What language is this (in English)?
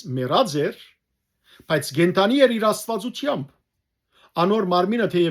Western Armenian